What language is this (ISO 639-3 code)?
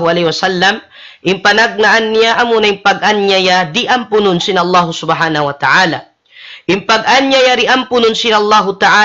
tsg